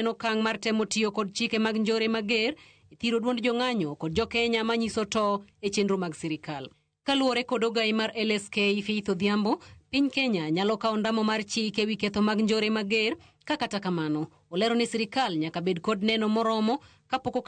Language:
Luo (Kenya and Tanzania)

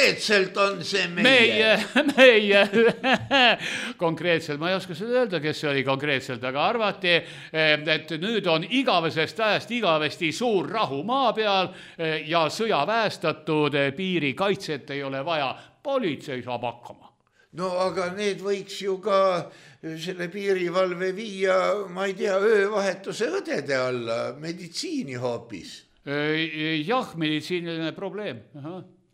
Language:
Estonian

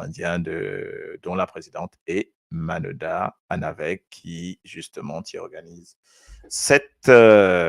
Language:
Morisyen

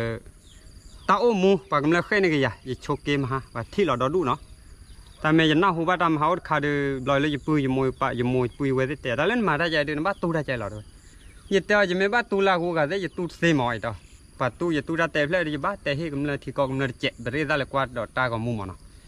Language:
S'gaw Karen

